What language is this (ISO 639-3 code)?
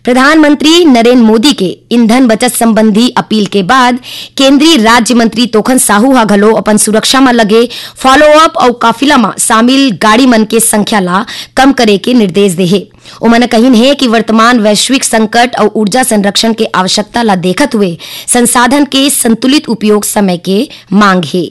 hne